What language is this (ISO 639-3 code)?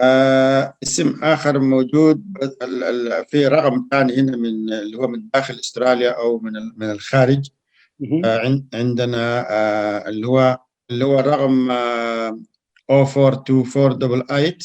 apd